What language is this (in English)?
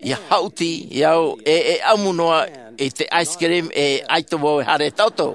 Tahitian